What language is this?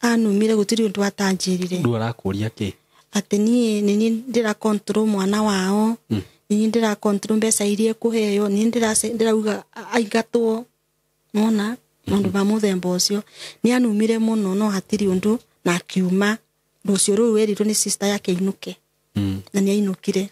Kikuyu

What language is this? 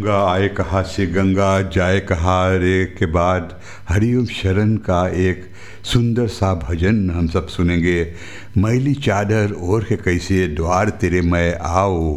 Hindi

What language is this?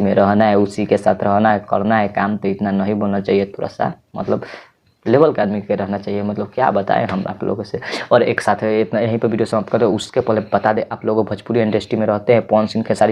Bhojpuri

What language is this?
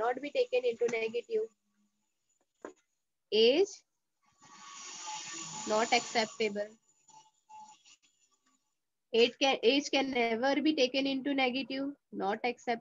English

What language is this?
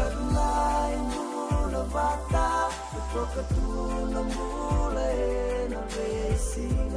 Fijian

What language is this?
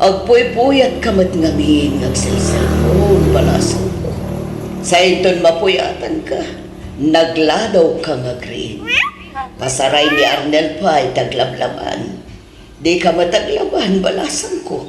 Iloko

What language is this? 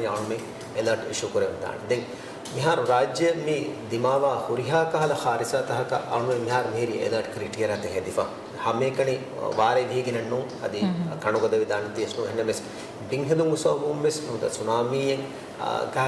Divehi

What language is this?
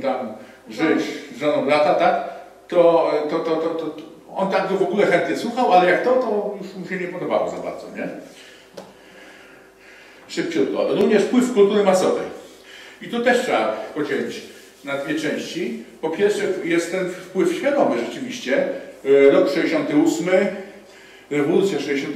Polish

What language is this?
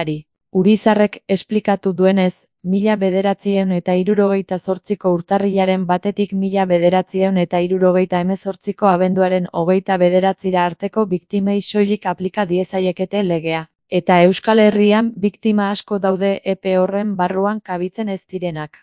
Basque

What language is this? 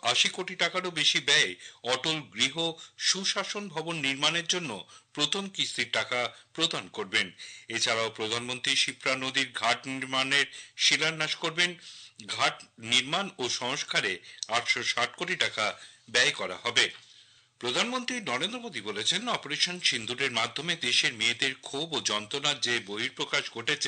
Bangla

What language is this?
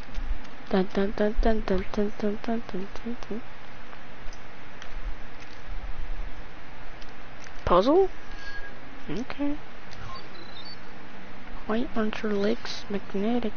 English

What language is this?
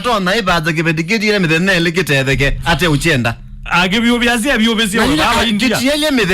Kamba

